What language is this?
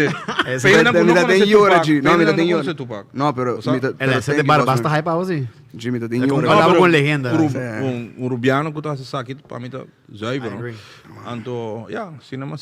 Papiamento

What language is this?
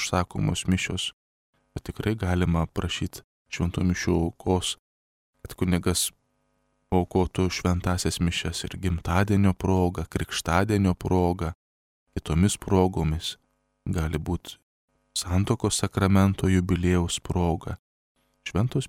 Lithuanian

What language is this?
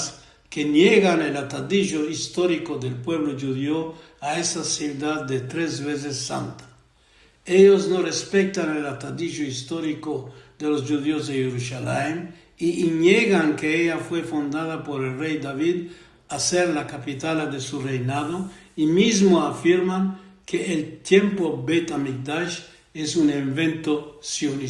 Ladino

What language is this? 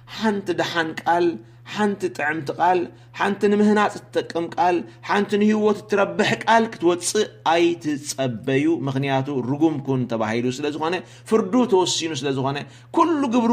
Tigrinya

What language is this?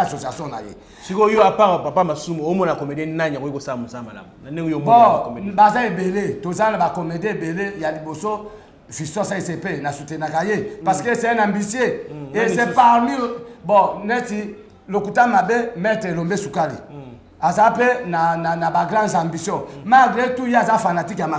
Lingala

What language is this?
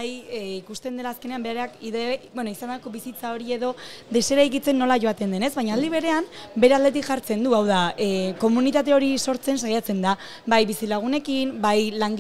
Basque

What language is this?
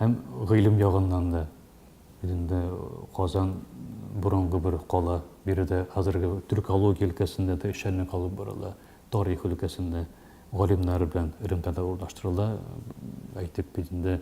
Tatar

